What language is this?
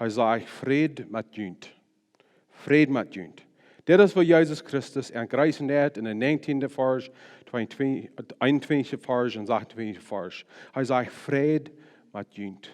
Plautdietsch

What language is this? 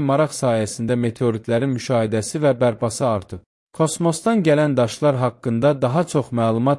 Azerbaijani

